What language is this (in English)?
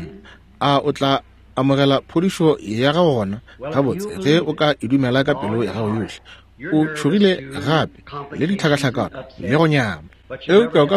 Northern Sotho